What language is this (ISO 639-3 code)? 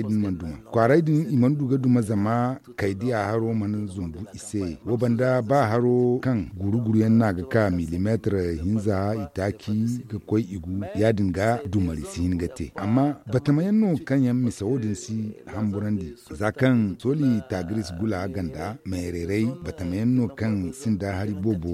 dje